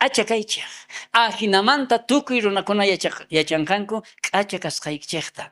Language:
South Bolivian Quechua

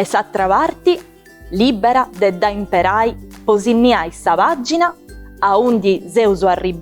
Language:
Sardinian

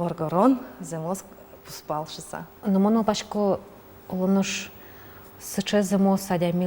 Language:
Udmurt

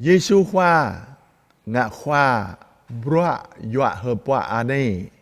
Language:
Jarai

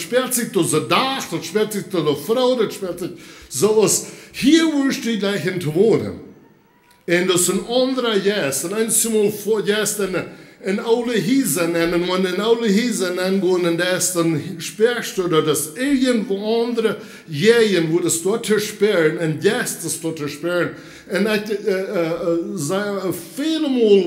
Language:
Plautdietsch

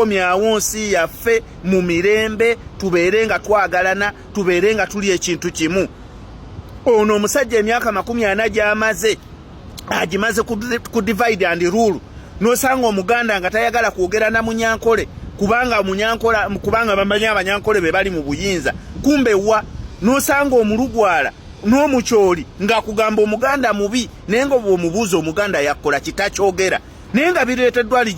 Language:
Ganda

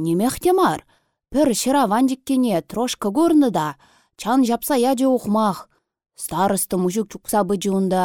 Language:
Chuvash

